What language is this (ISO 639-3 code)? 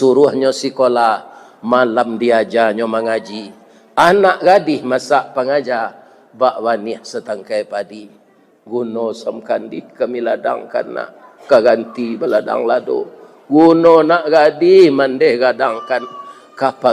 min